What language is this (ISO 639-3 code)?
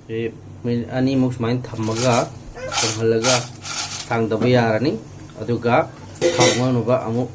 mni